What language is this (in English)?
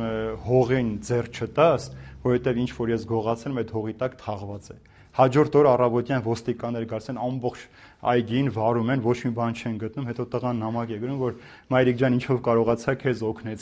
Armenian